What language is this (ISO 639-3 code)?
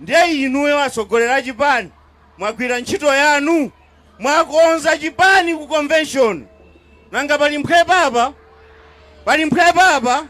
nya